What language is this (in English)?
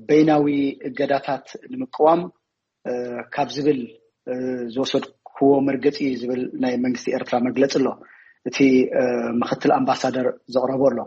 Tigrinya